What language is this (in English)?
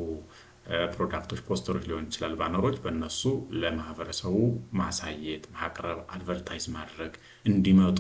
Amharic